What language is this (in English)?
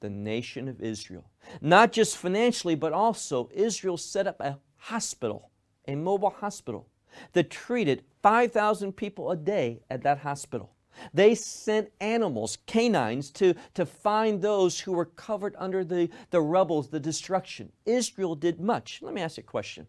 English